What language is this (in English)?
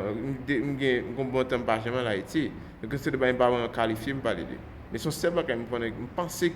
Haitian Creole